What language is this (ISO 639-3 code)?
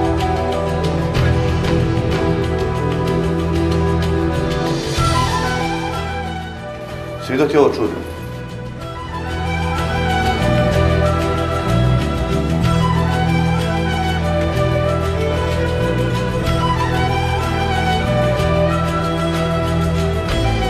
srp